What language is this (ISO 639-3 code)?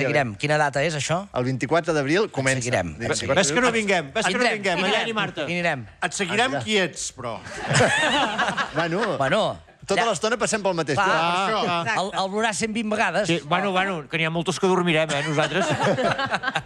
cat